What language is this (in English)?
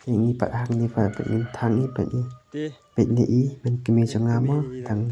Khasi